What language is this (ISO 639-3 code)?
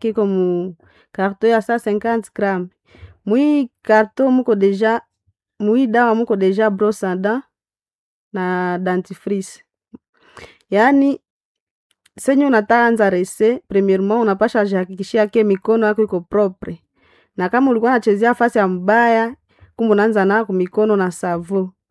swa